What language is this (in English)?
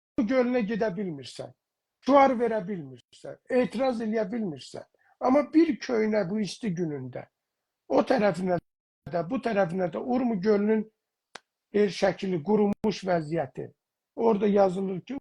South Azerbaijani